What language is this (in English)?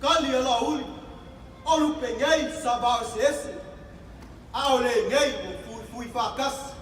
Samoan